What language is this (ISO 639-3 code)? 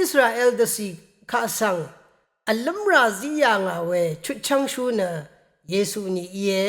raw